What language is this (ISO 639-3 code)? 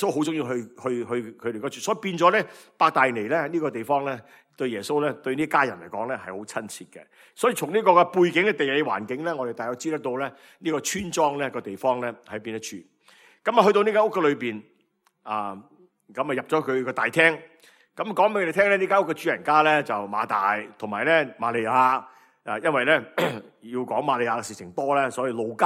yue